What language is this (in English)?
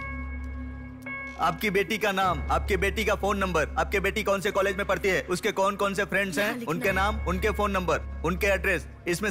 Hindi